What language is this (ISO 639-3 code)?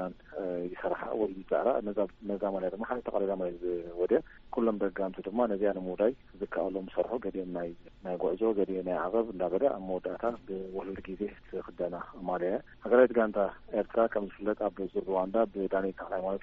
tir